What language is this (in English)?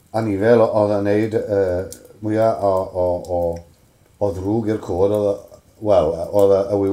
Welsh